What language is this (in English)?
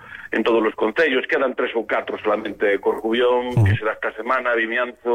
Galician